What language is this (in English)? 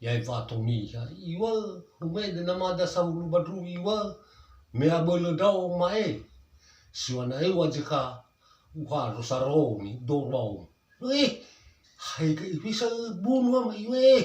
Nias